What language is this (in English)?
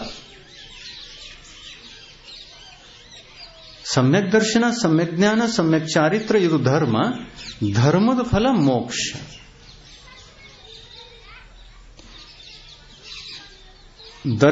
Kannada